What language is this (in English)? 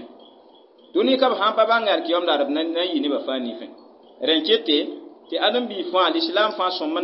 Mossi